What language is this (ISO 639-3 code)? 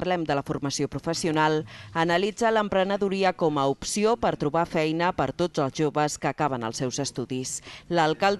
cat